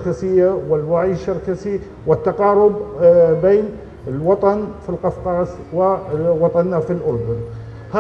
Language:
North Levantine Arabic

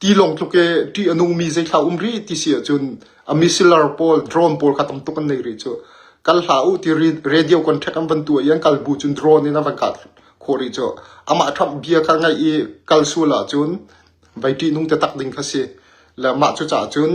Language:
Hakha Chin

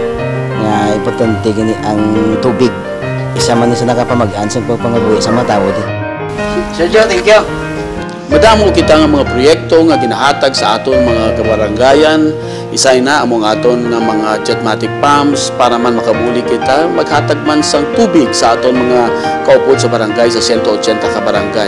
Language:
Hiligaynon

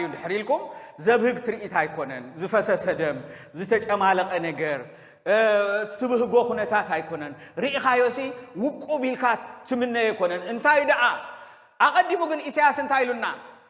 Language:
Tigrinya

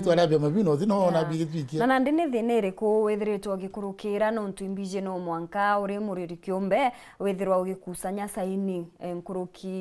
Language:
Meru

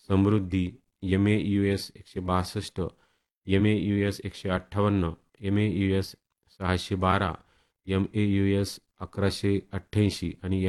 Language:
Marathi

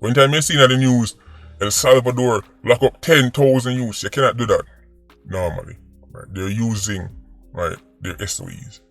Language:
Jamaican Creole English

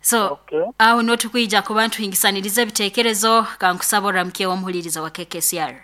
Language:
Nyoro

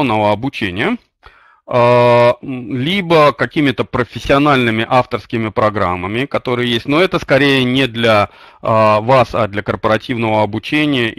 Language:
Russian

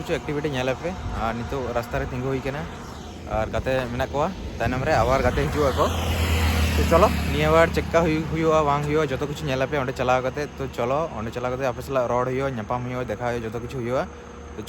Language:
Santali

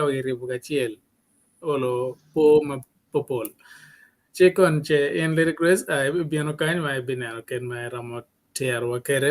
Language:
Acoli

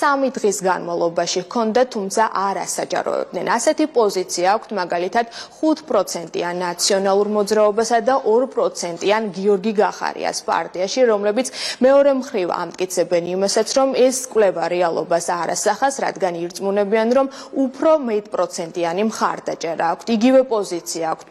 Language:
Georgian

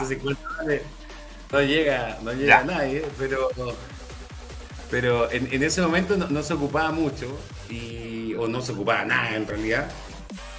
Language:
Spanish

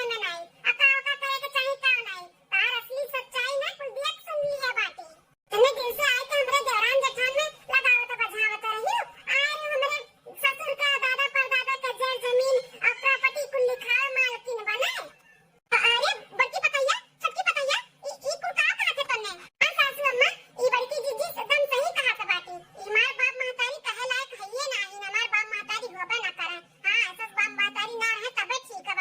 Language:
Awadhi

